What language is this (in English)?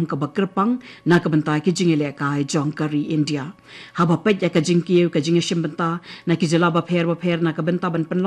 Khasi